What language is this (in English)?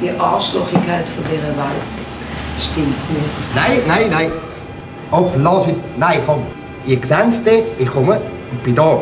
Swiss German